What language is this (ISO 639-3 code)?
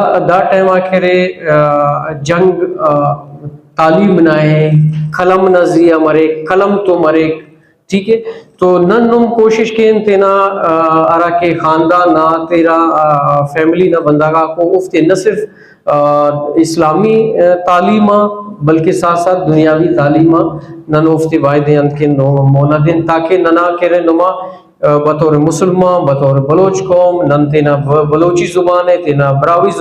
brh